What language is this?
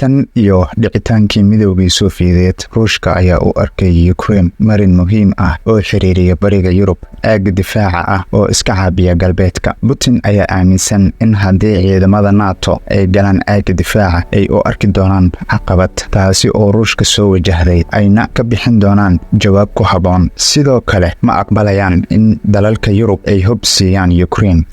Somali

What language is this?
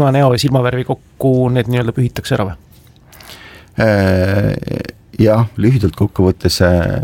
Estonian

